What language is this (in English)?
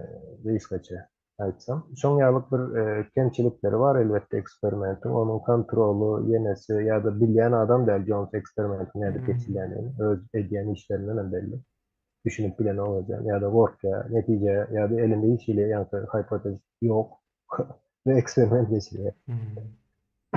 Turkmen